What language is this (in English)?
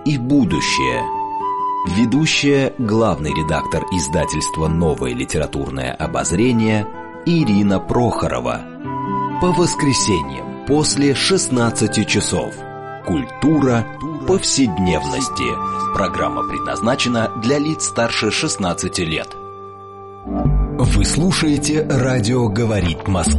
Russian